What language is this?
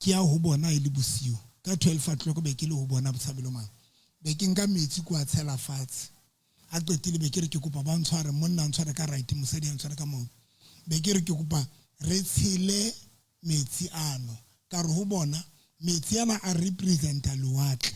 Southern Sotho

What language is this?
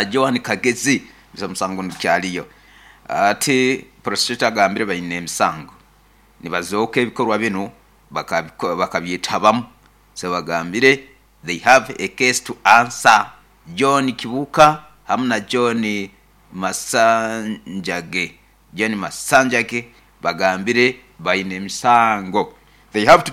Nyoro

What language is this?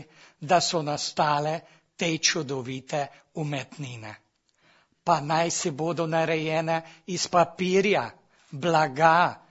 Slovenian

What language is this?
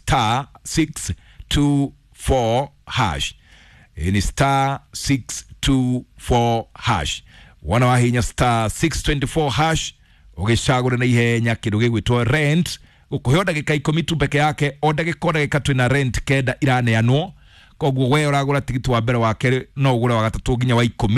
Kikuyu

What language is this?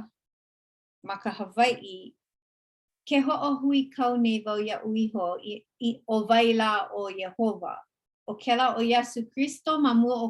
Hawaiian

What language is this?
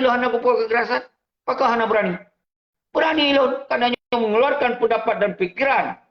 Achinese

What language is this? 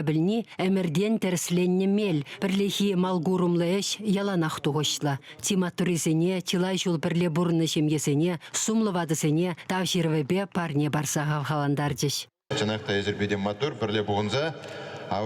Chuvash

